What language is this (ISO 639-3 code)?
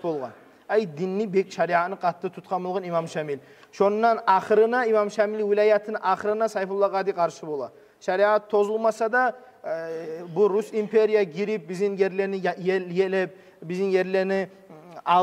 kum